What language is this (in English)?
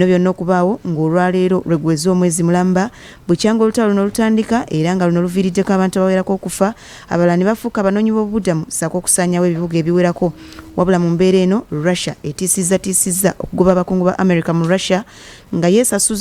Ganda